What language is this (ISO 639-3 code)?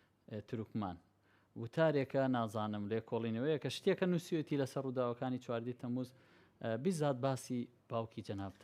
ckb